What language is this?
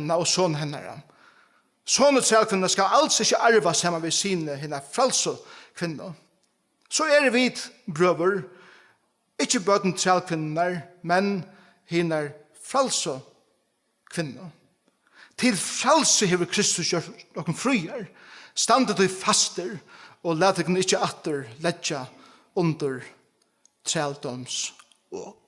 Faroese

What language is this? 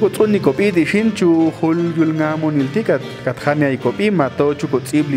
Popti'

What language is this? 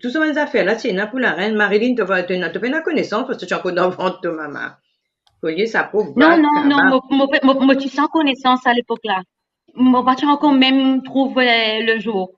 Morisyen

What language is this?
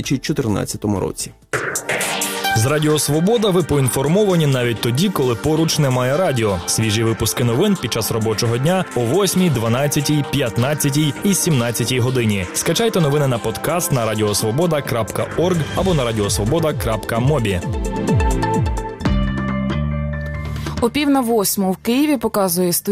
Ukrainian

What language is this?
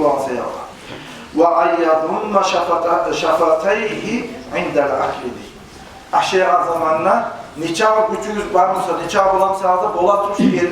Kumyk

